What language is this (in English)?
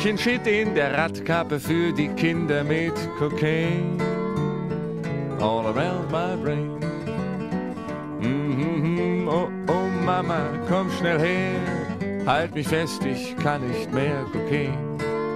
German